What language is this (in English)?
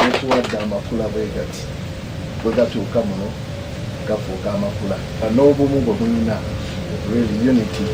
Ganda